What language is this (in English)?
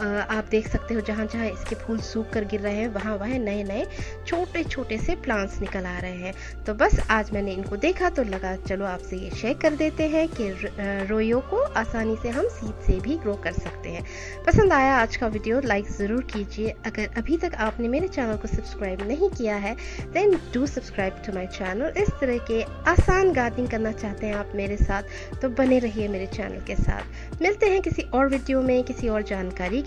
Hindi